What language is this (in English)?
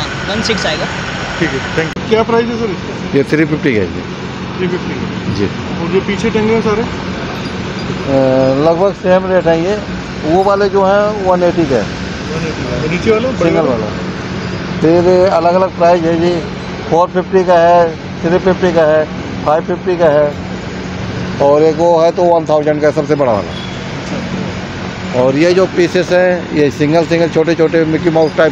Hindi